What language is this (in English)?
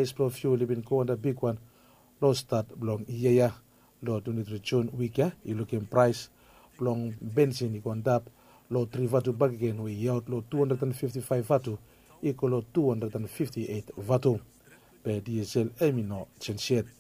Bislama